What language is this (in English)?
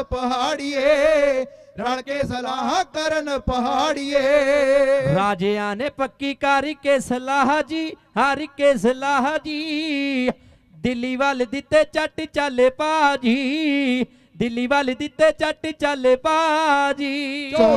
Punjabi